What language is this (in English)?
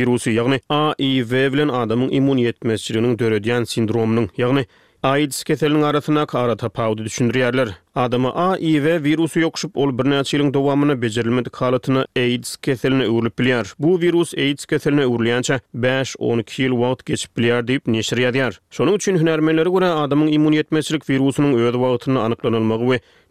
Turkmen